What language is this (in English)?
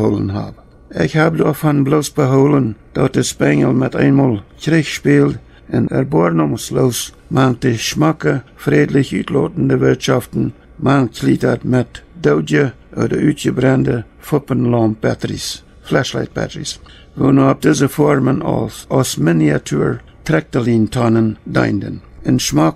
Plautdietsch